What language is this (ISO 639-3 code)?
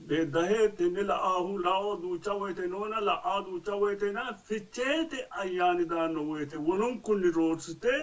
sid